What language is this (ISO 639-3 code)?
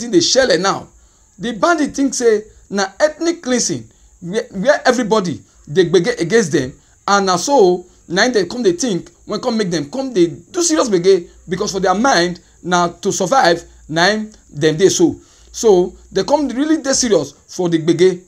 pcm